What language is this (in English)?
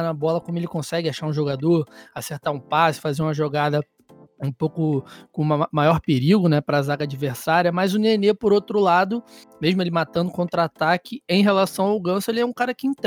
Portuguese